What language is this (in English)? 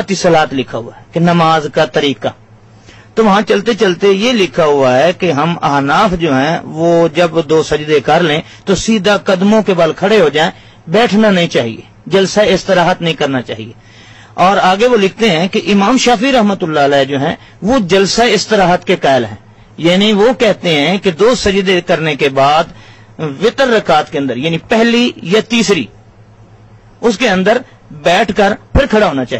Urdu